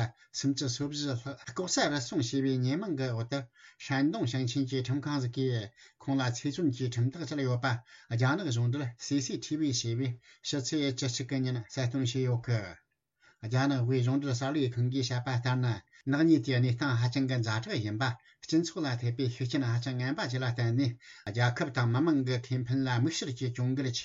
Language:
Tibetan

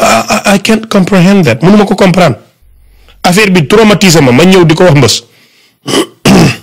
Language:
Wolof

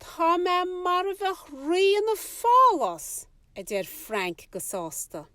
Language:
Irish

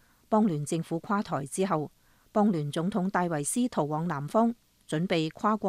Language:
Cantonese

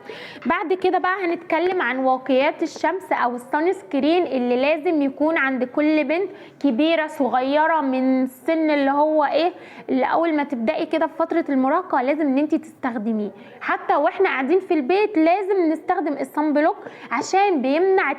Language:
Egyptian Arabic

